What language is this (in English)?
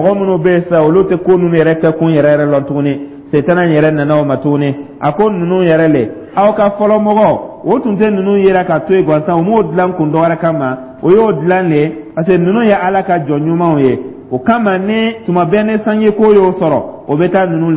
Dyula